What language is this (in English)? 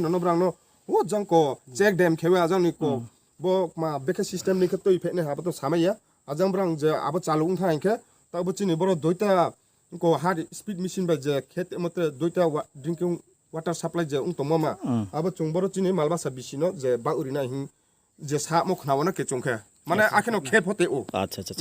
Riang (India)